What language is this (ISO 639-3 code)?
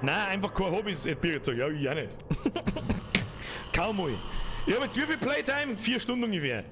bar